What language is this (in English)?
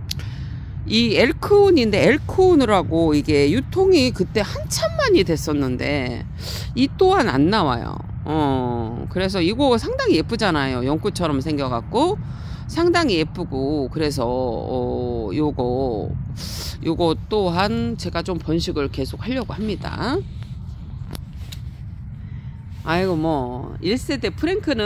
Korean